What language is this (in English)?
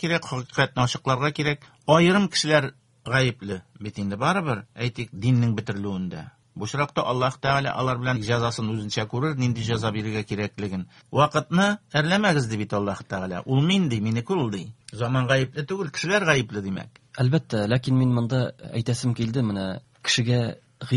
Tatar